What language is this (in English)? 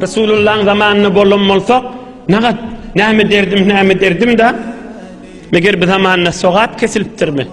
Turkmen